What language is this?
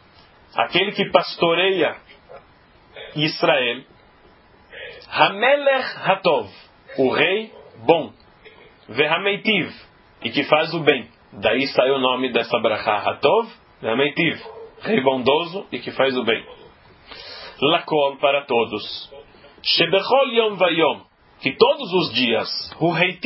Portuguese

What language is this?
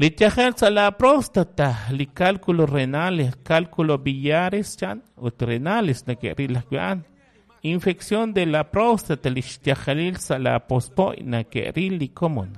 Kekchí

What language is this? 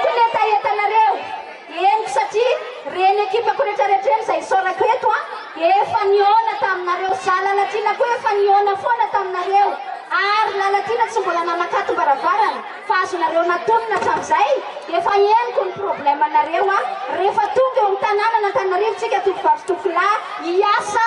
Malagasy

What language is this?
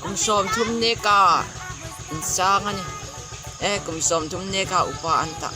Hmar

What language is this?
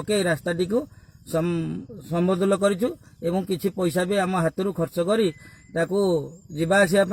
Odia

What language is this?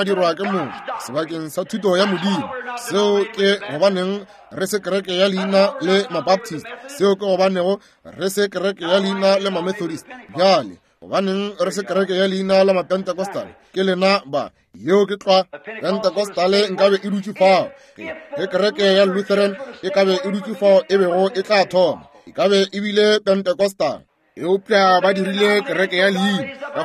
Northern Sotho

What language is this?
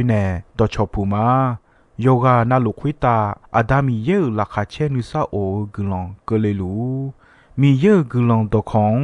Akha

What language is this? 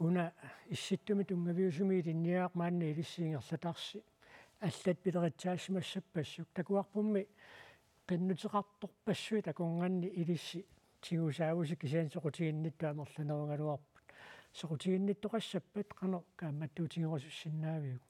Kalaallisut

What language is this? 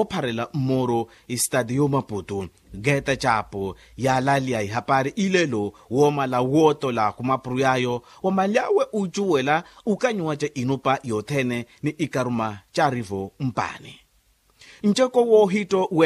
Makhuwa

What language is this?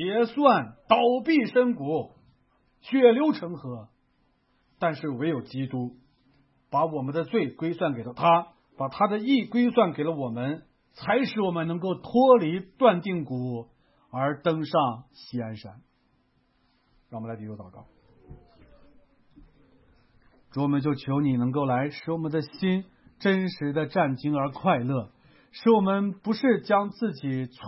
Chinese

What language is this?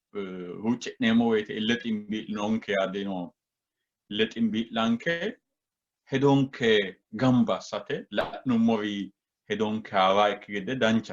Sidamo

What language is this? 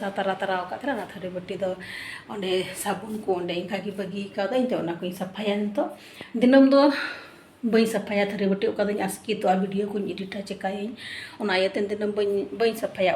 Santali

